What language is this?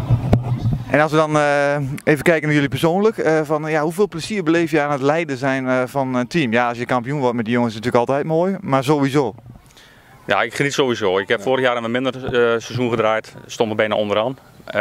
Dutch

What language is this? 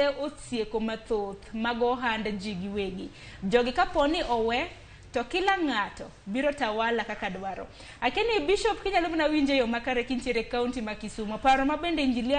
Luo (Kenya and Tanzania)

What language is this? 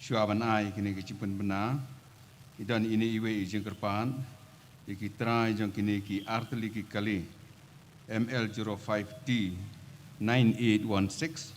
Khasi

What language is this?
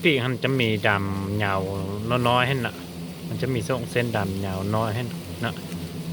Lao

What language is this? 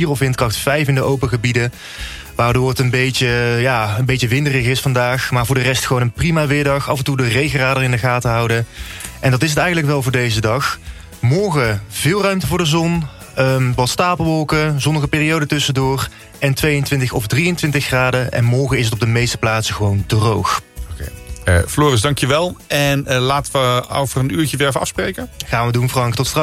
Dutch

